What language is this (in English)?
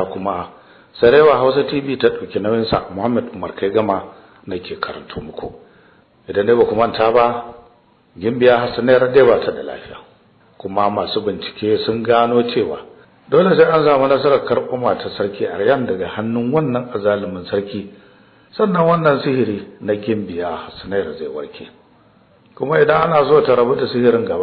Hausa